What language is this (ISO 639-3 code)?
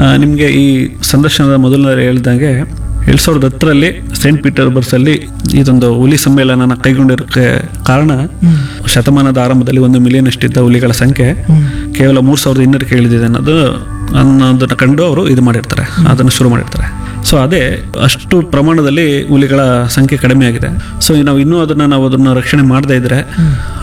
kan